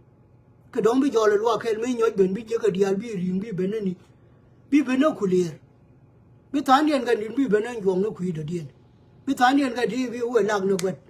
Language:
Nuer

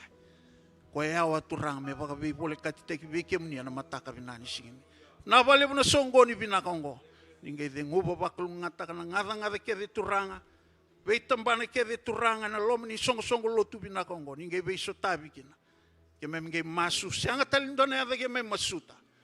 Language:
Fijian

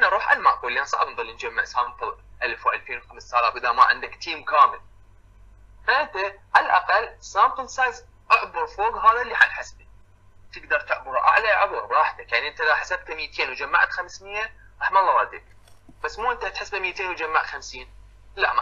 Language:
Mesopotamian Arabic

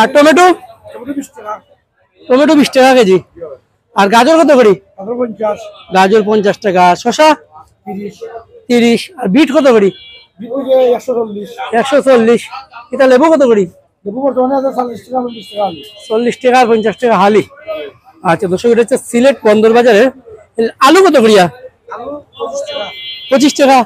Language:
Sylheti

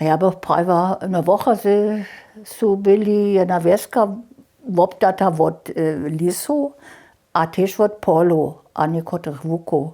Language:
Upper Sorbian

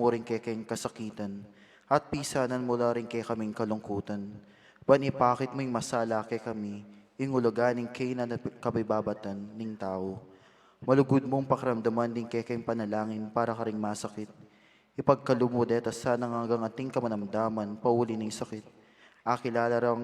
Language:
Pampanga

